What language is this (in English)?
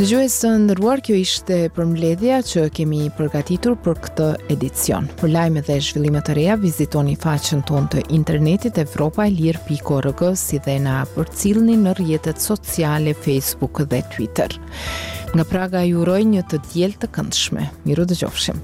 Albanian